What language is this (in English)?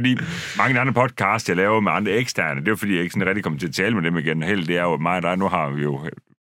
Danish